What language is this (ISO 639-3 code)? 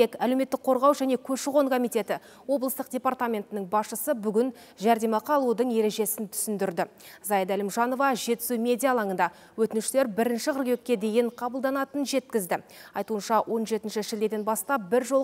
kaz